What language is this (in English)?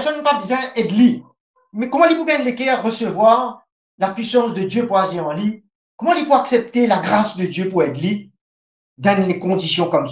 Morisyen